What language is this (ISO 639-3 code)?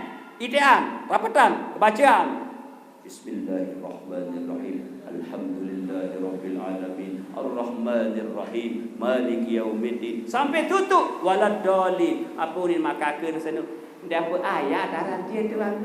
sas